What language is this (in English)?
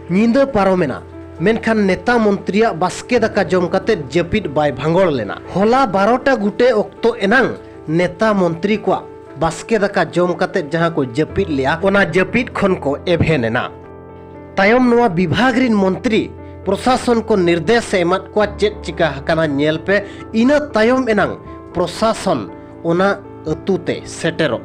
Santali